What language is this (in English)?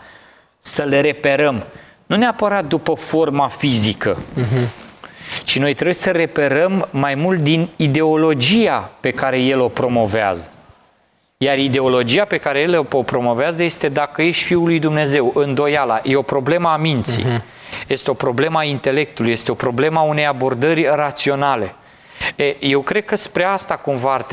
Romanian